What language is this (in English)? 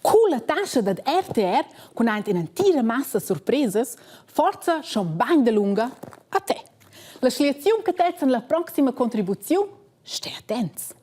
Romansh